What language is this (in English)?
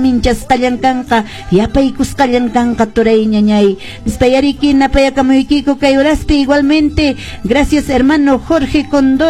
Quechua